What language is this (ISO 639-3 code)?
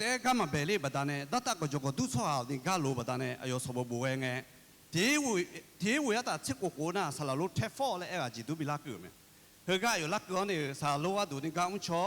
ahk